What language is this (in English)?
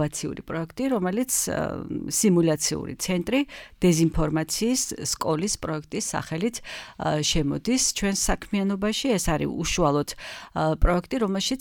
Georgian